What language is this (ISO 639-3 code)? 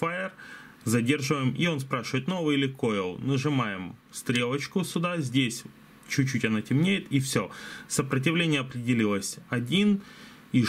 rus